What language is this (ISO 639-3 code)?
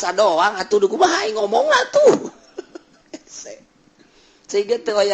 sun